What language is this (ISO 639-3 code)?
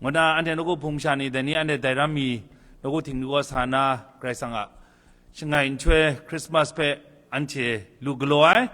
kac